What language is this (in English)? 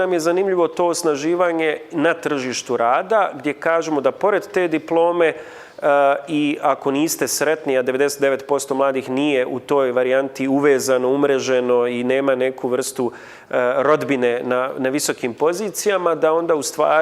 Bosnian